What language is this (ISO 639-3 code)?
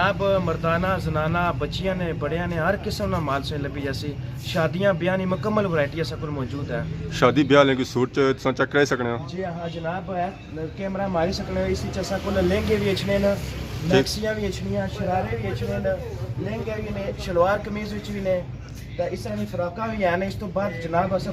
phr